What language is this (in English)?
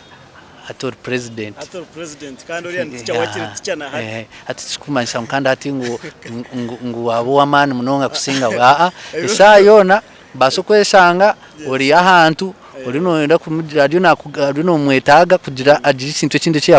Nyankole